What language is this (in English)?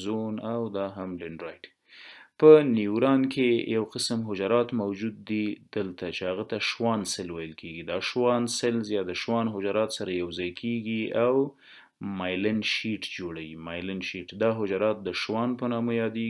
Pashto